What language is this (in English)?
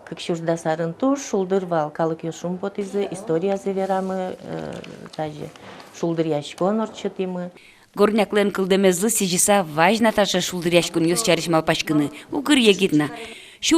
Udmurt